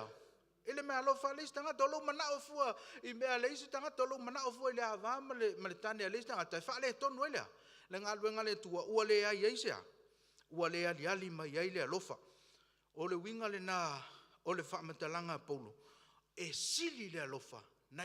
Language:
Samoan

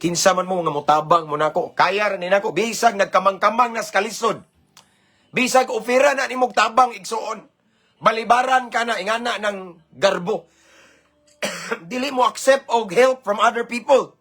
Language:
Cebuano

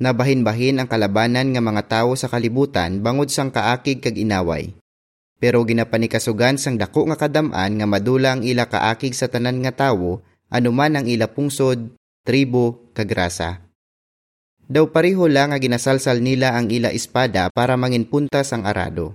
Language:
Hiligaynon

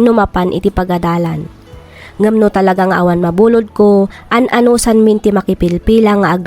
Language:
Iloko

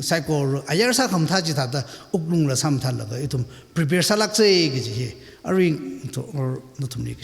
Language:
Tangkhul Naga (India)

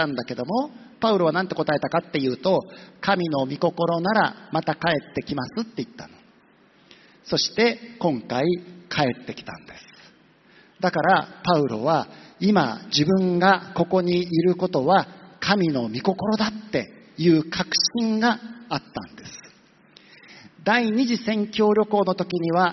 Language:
Japanese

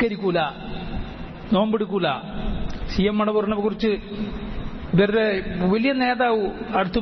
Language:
Malayalam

